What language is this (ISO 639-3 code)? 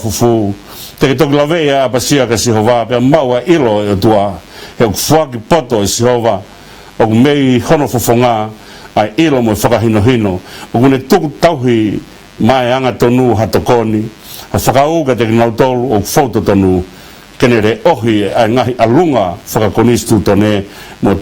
ton